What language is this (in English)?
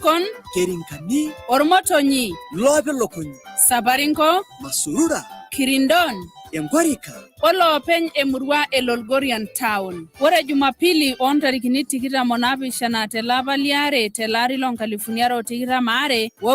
Masai